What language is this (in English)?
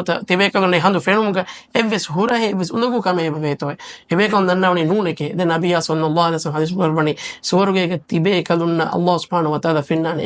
Divehi